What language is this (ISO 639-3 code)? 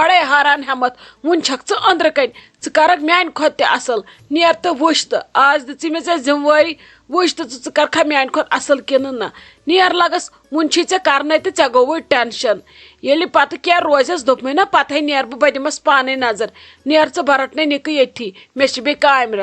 kas